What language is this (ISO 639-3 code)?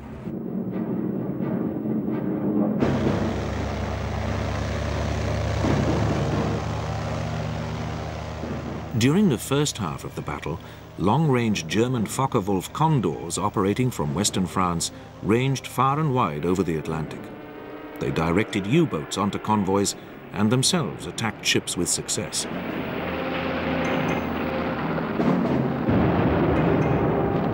eng